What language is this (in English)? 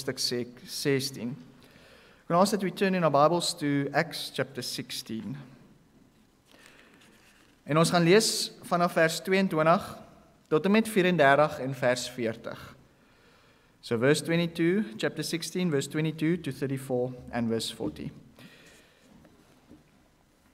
Afrikaans